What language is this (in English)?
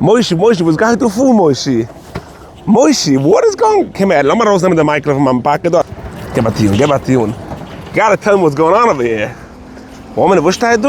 Yiddish